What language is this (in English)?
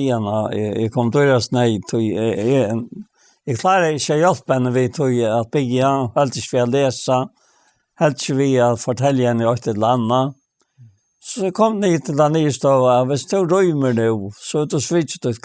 Faroese